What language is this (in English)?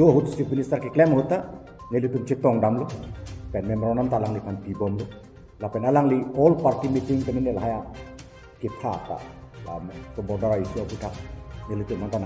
Karbi